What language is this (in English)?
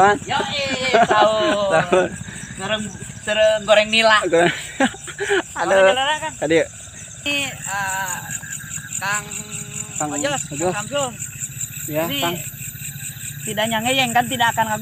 Indonesian